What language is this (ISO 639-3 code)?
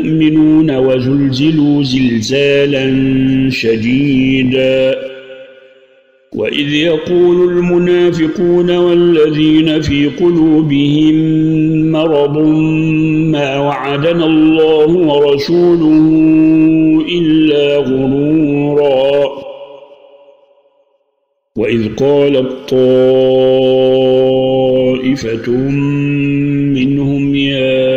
ara